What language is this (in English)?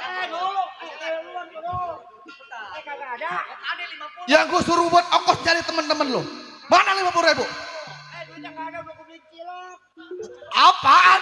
Betawi